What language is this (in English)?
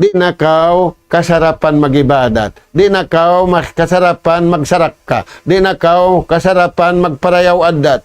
Tausug